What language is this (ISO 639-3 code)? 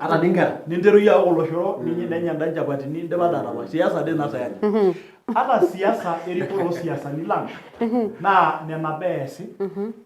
mas